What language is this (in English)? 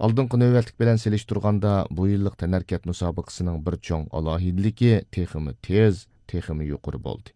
Uyghur